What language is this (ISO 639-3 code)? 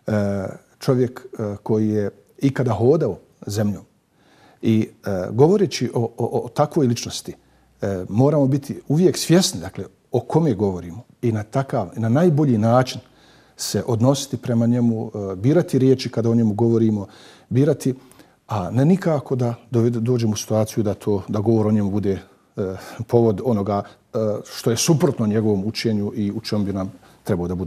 bos